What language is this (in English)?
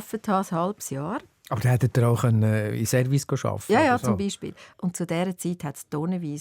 Swiss German